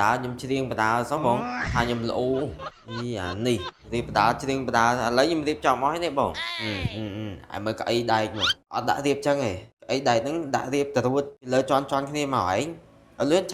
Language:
Khmer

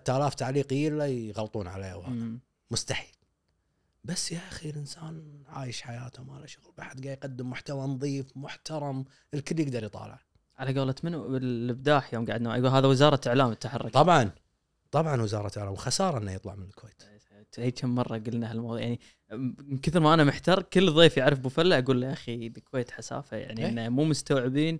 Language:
Gulf Arabic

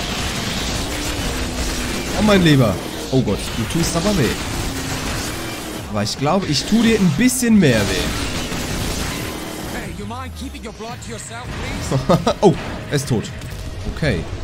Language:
German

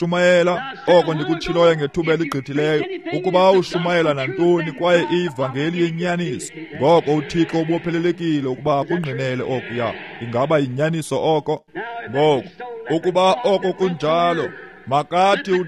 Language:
Xhosa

